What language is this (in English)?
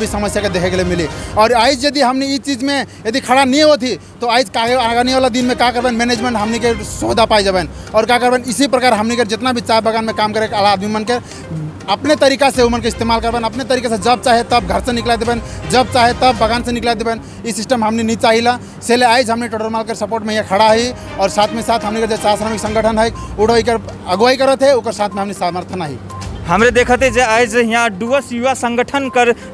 Sadri